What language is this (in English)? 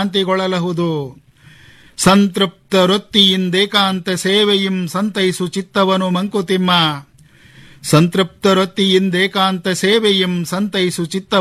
Kannada